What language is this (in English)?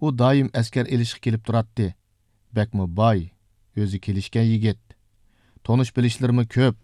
Uyghur